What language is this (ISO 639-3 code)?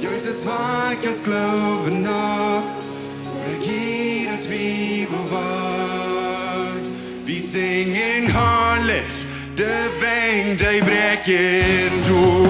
pdt